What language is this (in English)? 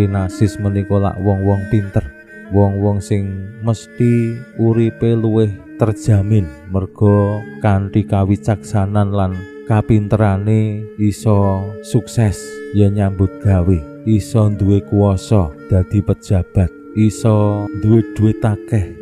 Javanese